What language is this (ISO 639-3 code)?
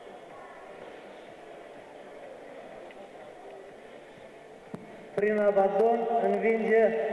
ron